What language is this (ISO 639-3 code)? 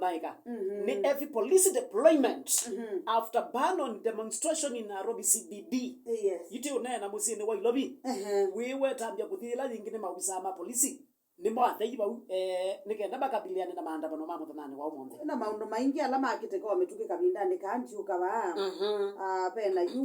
kam